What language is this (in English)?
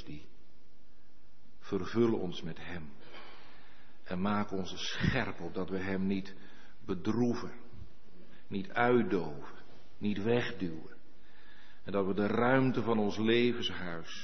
Dutch